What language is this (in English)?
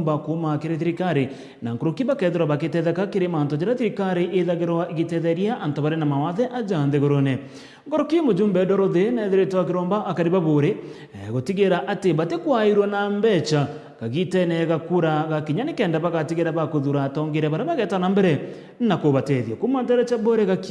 Meru